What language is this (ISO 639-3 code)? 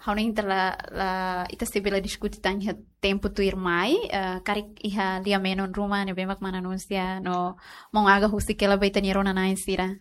tet